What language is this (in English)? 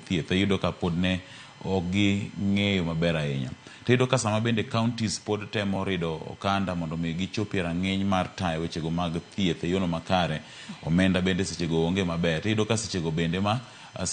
Luo (Kenya and Tanzania)